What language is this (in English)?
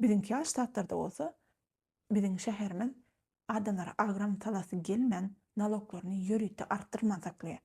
Turkmen